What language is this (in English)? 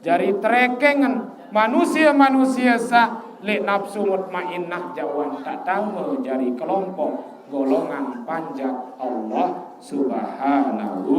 Sasak